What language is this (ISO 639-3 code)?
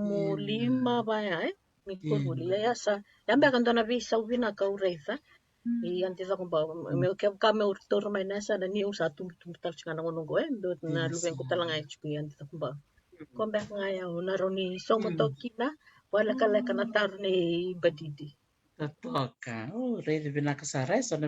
fij